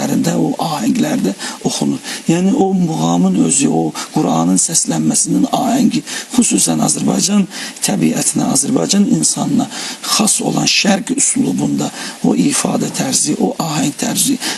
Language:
Azerbaijani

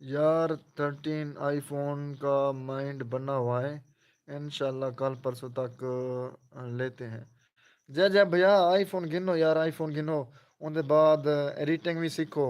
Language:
Saraiki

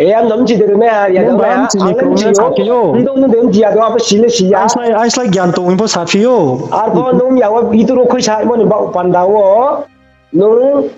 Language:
Riang (India)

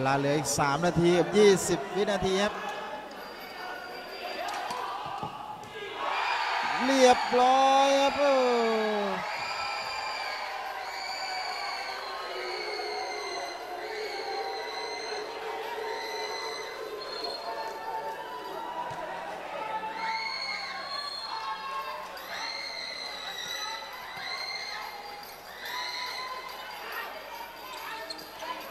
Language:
Thai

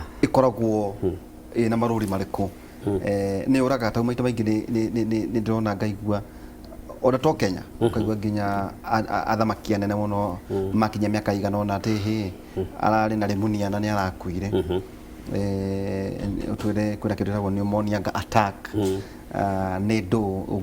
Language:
Kikuyu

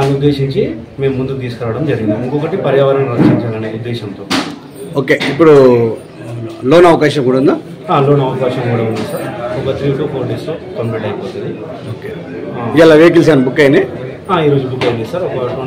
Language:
Telugu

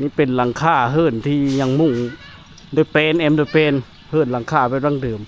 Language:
Lao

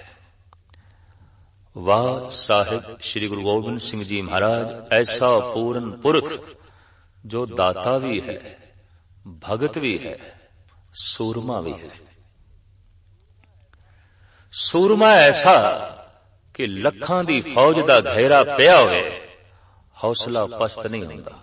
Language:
Punjabi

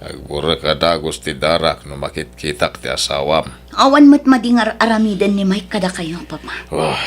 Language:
Iloko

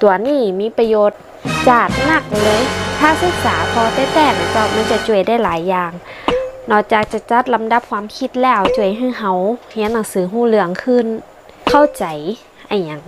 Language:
Northern Thai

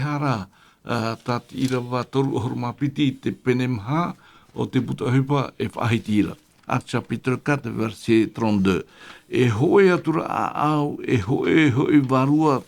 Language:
Tahitian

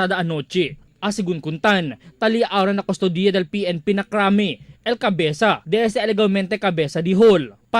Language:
Chavacano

